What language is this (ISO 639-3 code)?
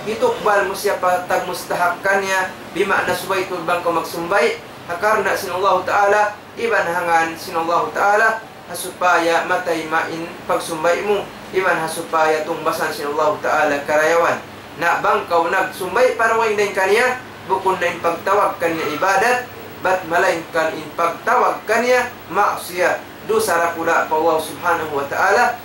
tsg